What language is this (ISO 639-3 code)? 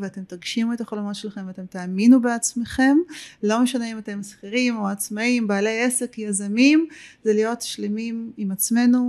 heb